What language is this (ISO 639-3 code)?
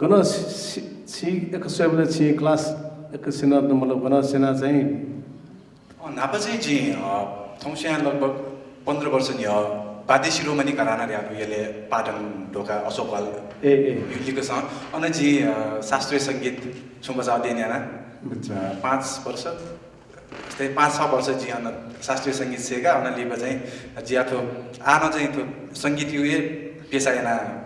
new